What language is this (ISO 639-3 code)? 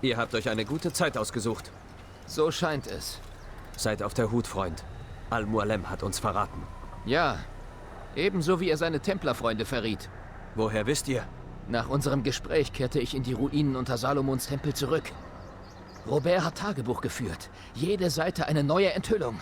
bar